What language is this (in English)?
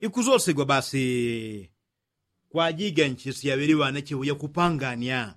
Yao